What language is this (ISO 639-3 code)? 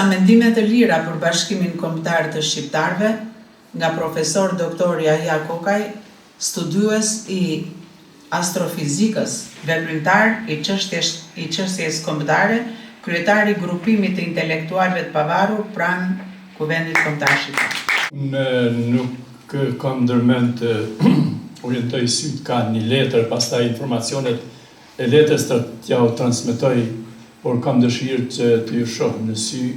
sqi